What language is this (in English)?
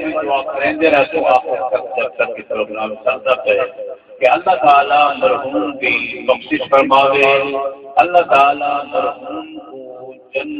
Saraiki